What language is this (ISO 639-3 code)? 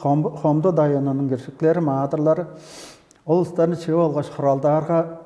tyv